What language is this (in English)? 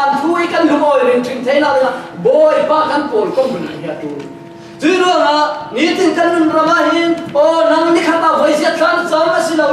Falam Chin